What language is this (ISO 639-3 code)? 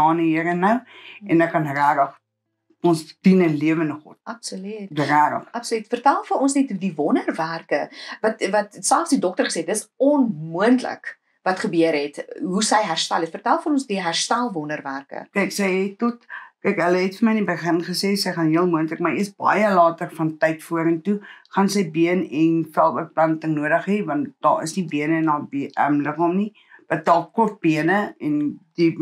afr